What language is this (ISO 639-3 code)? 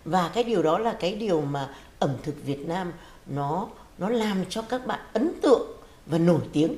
vie